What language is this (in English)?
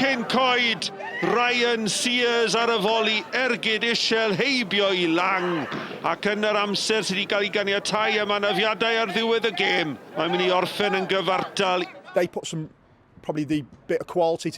Welsh